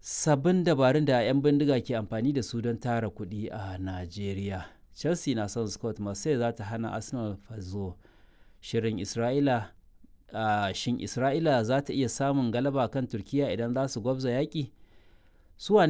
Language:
Hausa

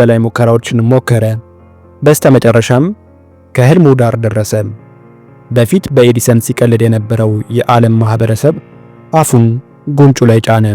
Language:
Amharic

